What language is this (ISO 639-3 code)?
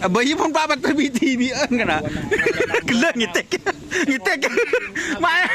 mad